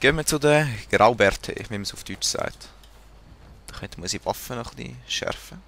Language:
Swiss German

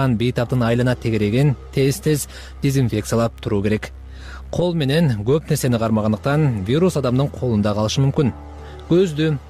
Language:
Kyrgyz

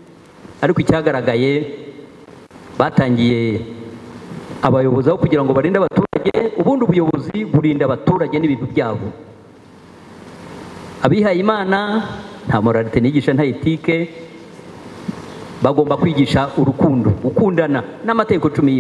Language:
Kinyarwanda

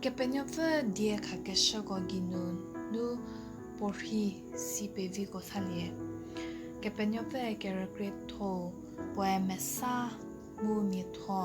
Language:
Angami Naga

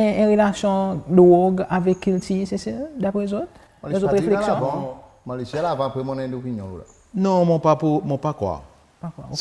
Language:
Seselwa Creole French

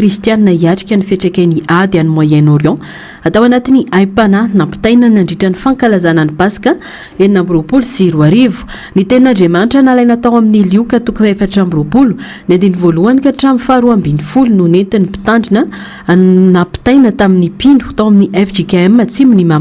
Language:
Malagasy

